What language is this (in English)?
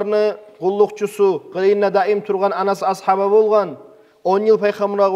Kumyk